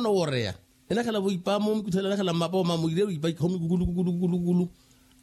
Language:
Makhuwa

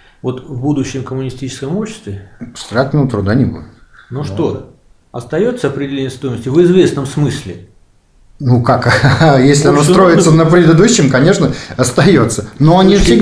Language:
Russian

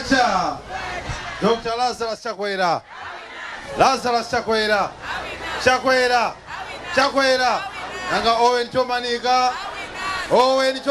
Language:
Nyanja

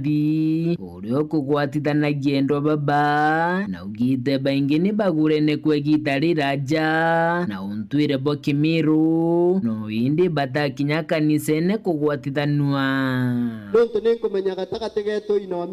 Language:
Meru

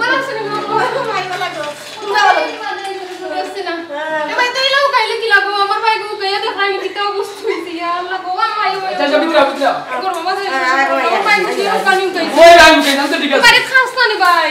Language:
Sylheti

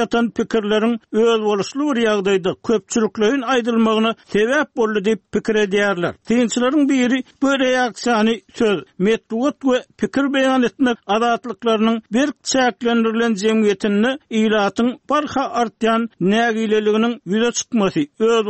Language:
Turkmen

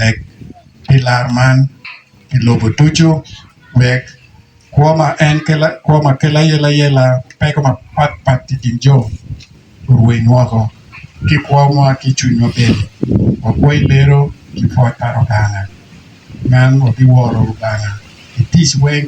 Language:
Acoli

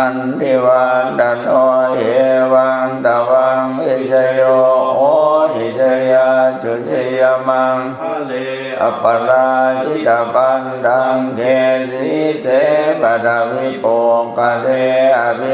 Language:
Pali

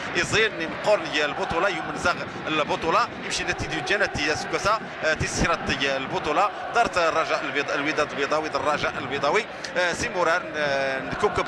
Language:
Moroccan Arabic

